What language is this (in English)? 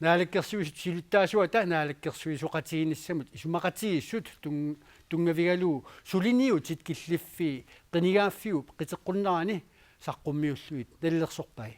Kalaallisut